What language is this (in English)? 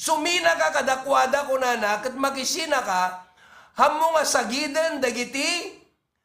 Iloko